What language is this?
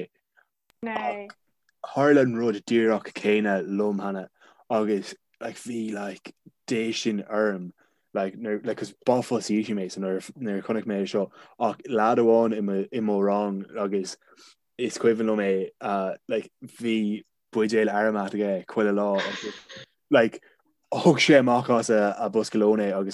Irish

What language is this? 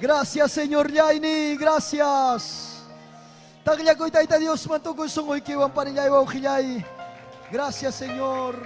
Ayacucho Quechua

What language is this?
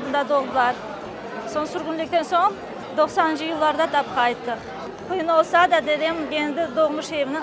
Crimean Tatar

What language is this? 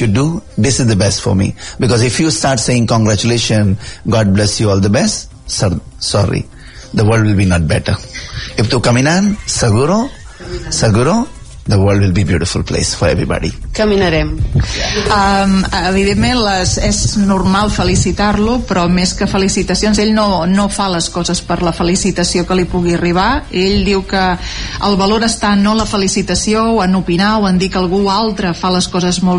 Catalan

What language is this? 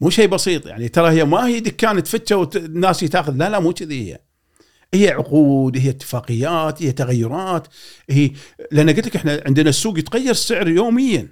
Gulf Arabic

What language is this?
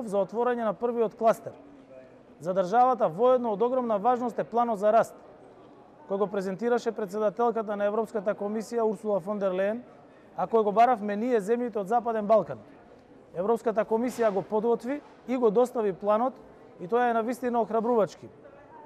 Macedonian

